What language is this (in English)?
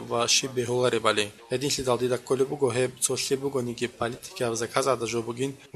Avaric